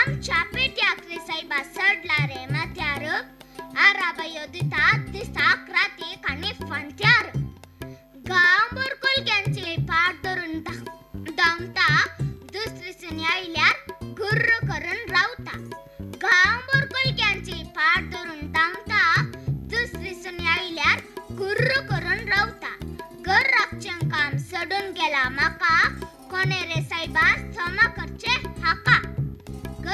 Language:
Konkani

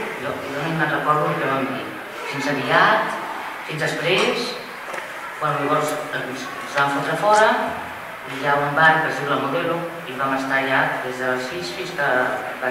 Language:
Catalan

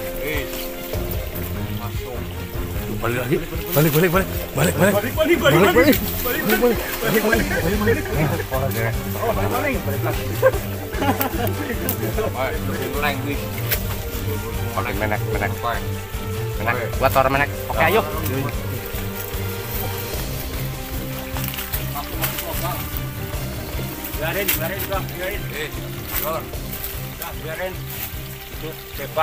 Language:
Indonesian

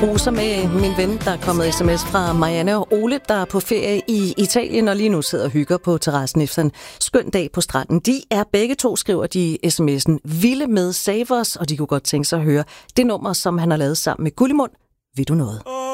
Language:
Danish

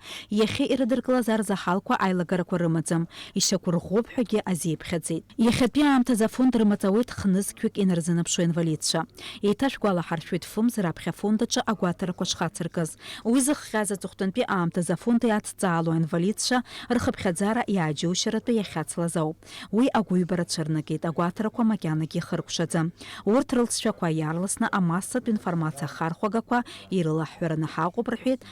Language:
Abkhazian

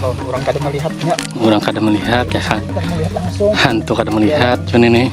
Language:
Banjar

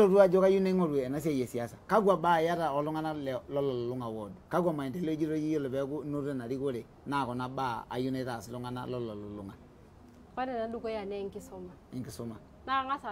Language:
Masai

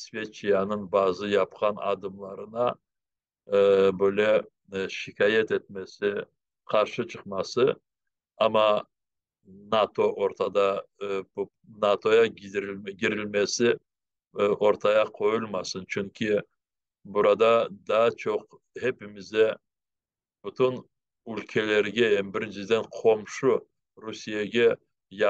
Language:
Crimean Tatar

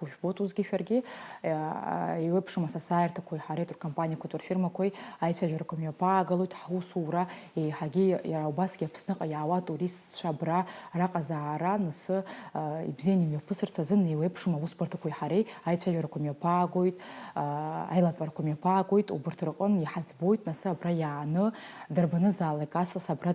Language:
Abkhazian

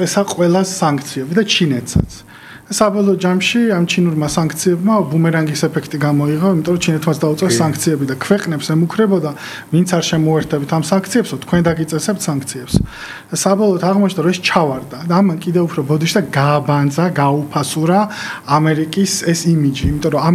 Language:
Georgian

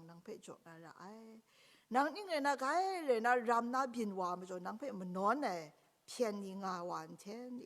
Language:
Kachin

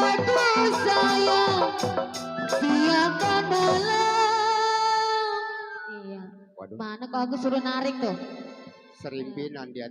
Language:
Betawi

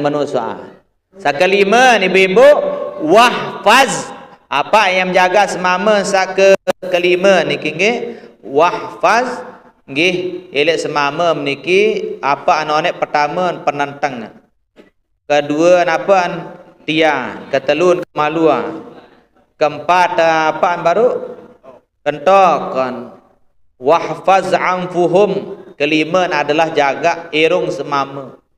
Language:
Sasak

